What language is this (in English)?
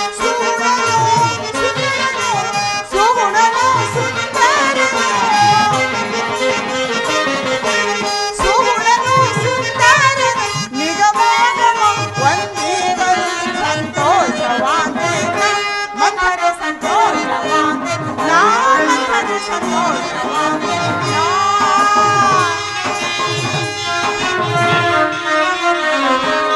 Kannada